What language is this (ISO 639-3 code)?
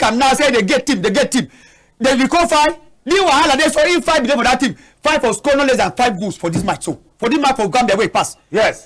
wes